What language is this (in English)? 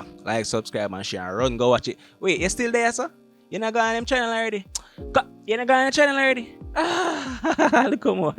Jamaican Creole English